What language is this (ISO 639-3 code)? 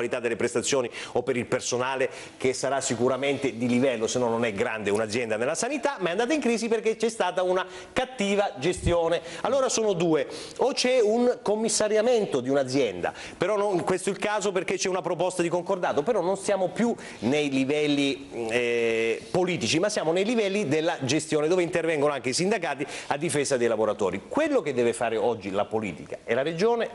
ita